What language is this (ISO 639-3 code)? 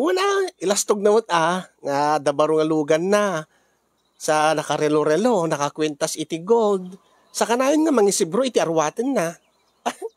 ilo